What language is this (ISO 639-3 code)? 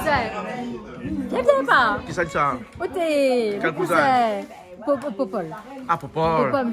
rcf